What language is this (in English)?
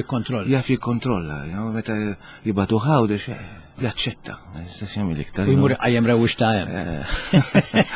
Maltese